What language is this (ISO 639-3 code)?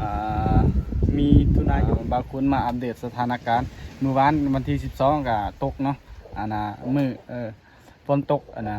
lao